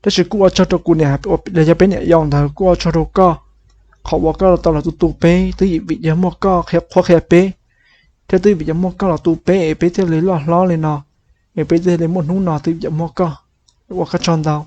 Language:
Hmong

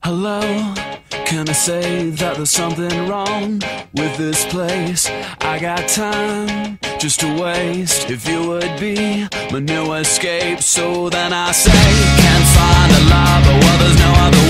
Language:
English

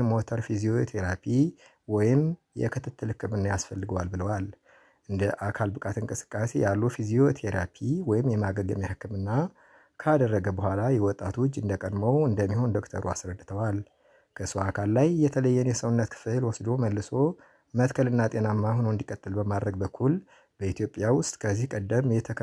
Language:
Amharic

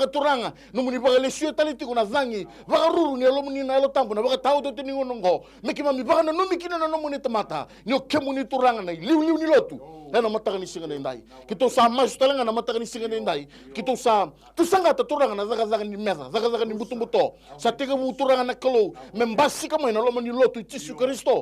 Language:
Fijian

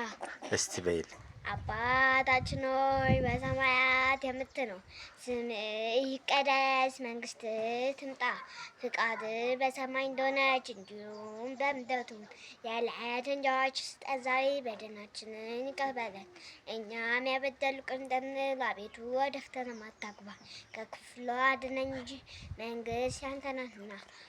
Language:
Amharic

